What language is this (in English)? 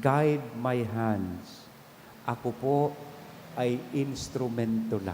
Bikol